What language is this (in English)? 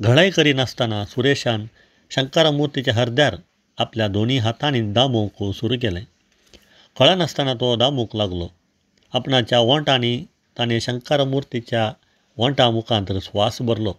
Konkani